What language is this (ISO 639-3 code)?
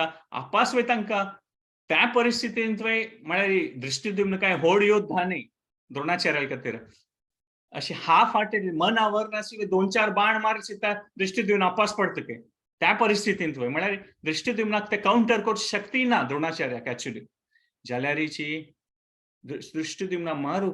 kok